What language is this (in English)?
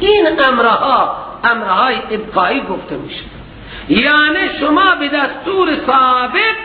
Persian